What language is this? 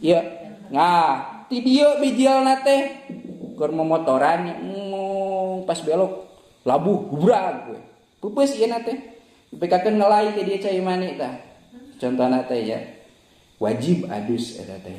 Sundanese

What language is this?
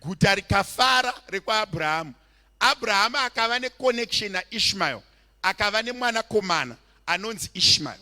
Shona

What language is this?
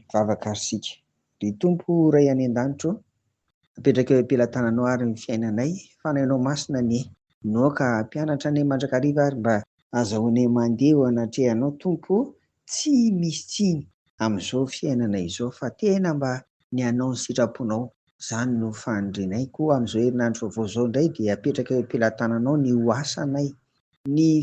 Malagasy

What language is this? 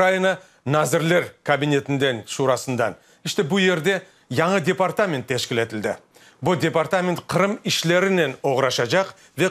Crimean Tatar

